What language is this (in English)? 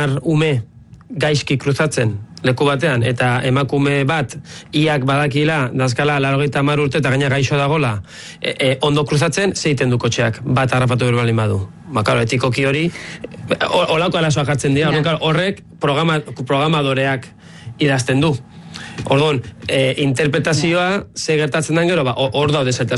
Basque